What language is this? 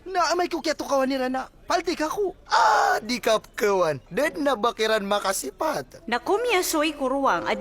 Maranao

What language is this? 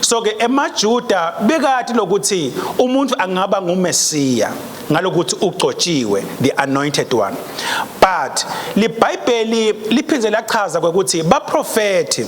Swati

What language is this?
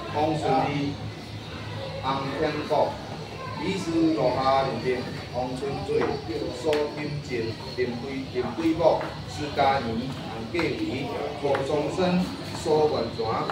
Min Nan Chinese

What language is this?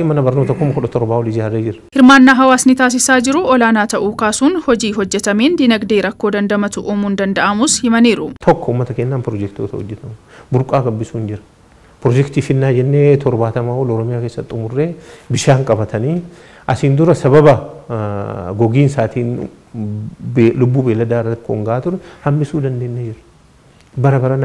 Oromo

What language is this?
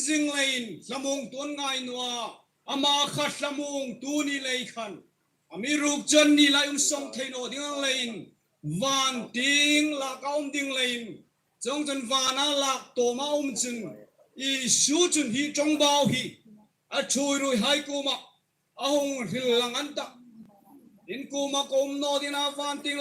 Hmar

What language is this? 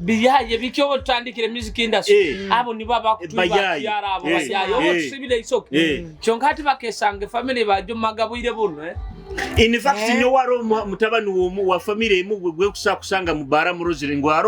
Nyoro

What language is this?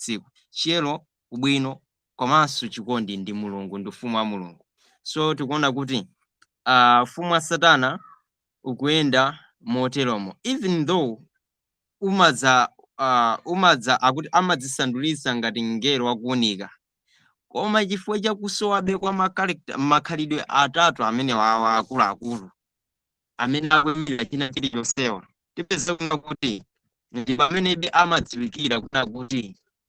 Nyanja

